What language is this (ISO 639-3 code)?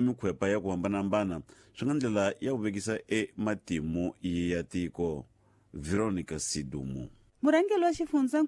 tso